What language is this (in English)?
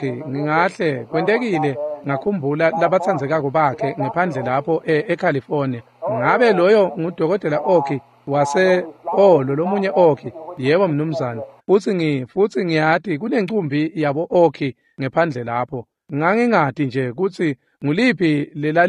Swati